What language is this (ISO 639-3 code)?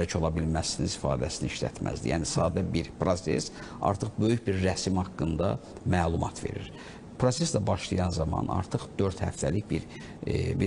aze